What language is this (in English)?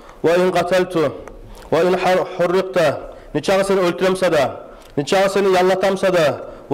Kumyk